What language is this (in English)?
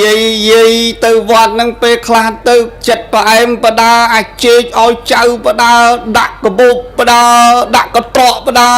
Khmer